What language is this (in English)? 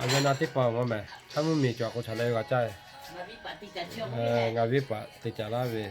Lahu